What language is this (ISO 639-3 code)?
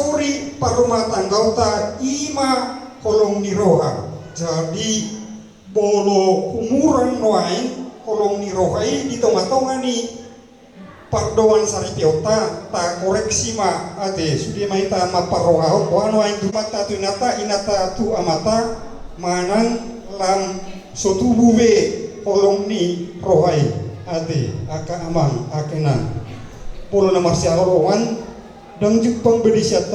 bbc